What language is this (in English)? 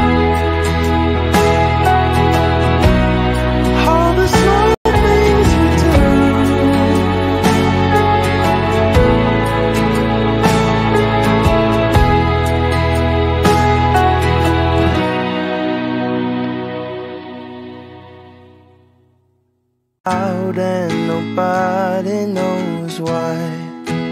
English